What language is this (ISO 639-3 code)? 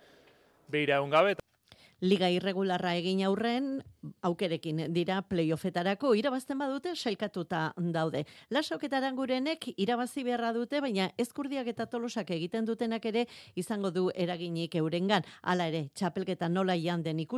eus